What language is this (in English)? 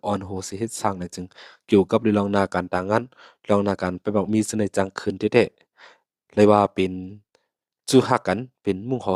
Shan